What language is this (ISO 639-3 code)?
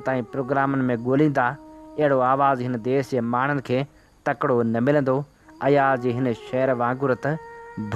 snd